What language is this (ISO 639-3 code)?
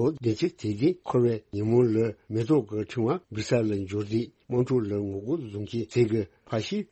bod